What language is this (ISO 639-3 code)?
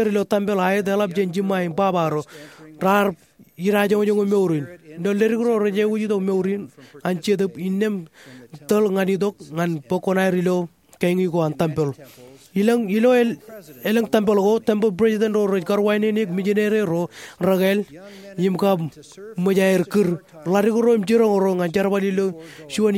mah